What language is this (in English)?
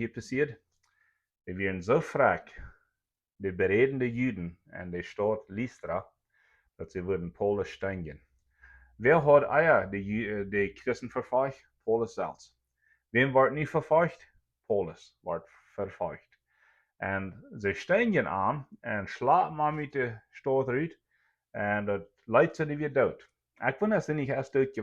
Plautdietsch